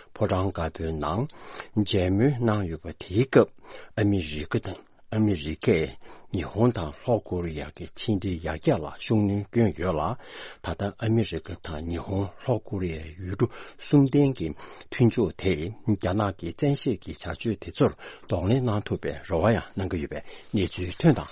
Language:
Tibetan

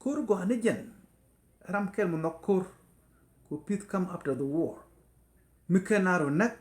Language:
Nuer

